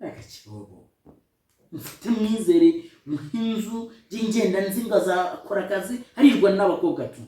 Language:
Kinyarwanda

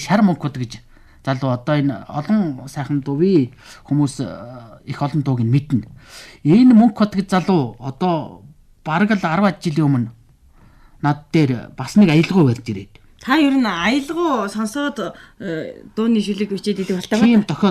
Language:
Mongolian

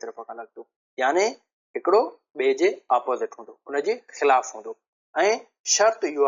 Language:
Sindhi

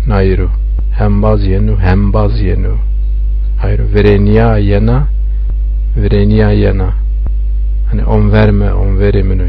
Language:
Zaza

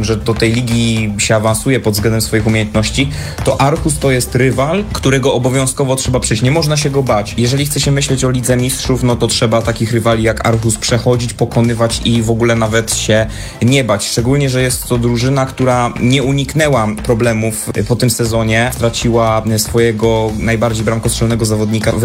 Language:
Polish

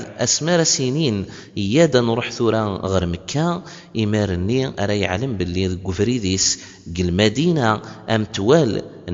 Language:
Kabyle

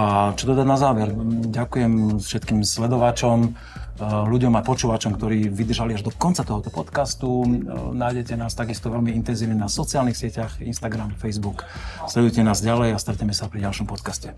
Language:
Slovak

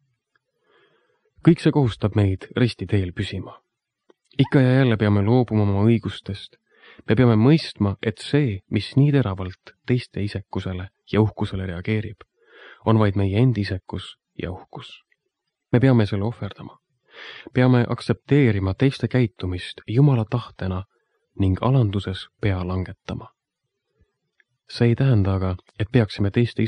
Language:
Estonian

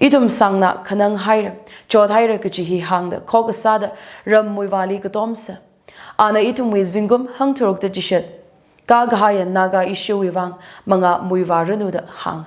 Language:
Tangkhul Naga (India)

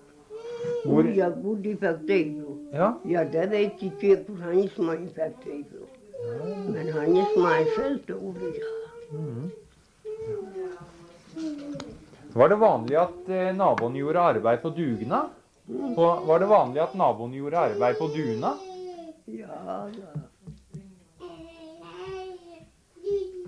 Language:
Norwegian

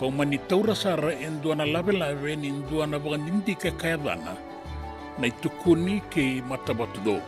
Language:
Fijian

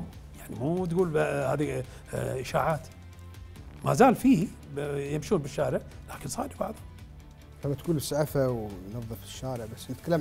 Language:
Gulf Arabic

